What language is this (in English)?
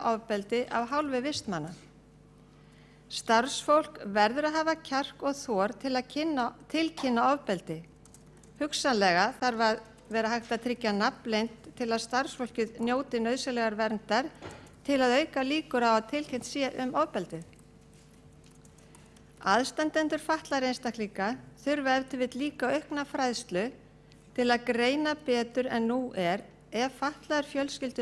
Icelandic